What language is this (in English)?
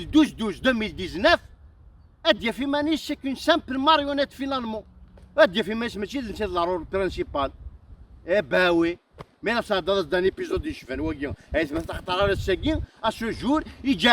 Kabyle